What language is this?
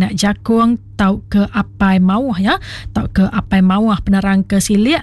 Iban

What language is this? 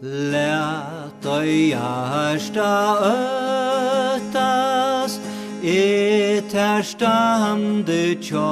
Faroese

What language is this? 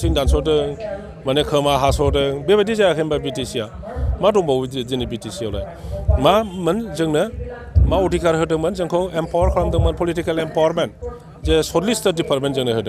Bodo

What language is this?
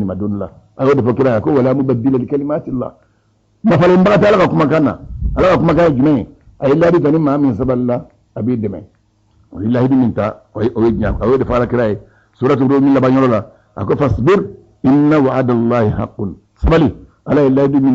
Bambara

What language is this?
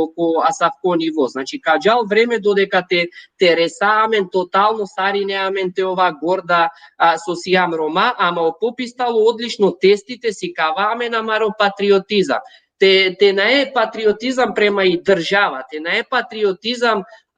Balkan Romani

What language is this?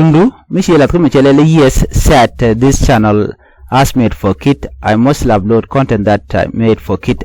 Nuer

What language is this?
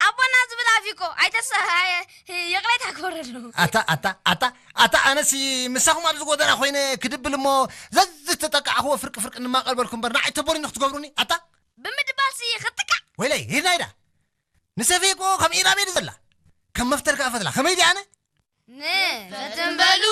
Tigrinya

